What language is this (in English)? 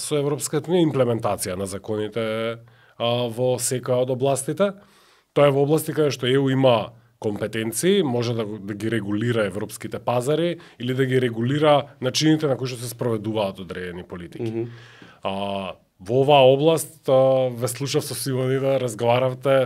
Macedonian